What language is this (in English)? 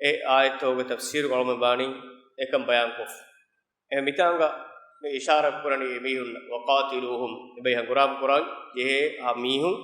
Divehi